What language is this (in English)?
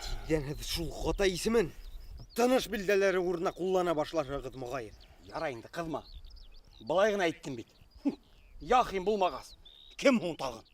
Bashkir